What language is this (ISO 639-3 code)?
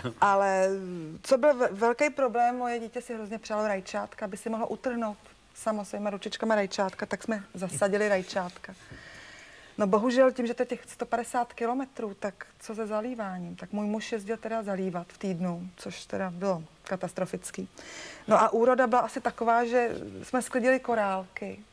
ces